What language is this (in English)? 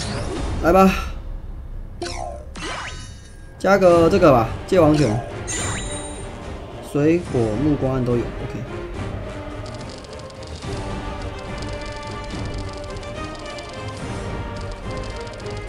Chinese